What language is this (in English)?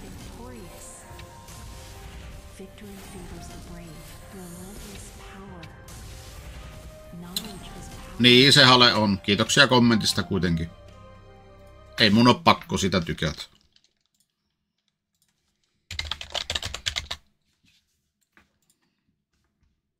Finnish